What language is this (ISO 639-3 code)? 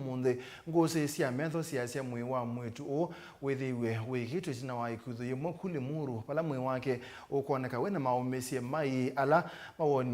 kam